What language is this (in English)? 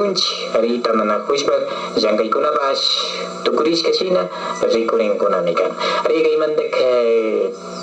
Imbabura Highland Quichua